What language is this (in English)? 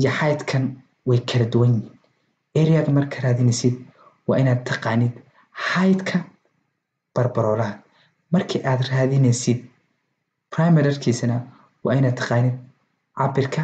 Somali